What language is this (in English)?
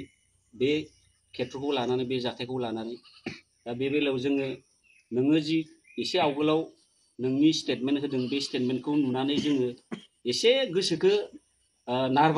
Bodo